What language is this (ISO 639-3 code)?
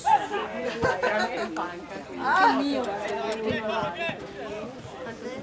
ita